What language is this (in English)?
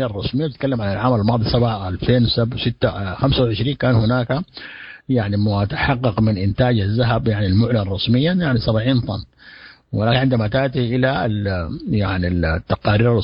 Sudanese Arabic